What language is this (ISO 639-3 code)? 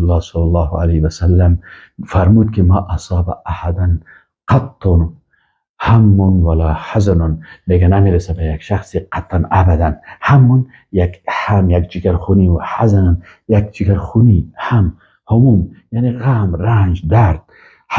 fas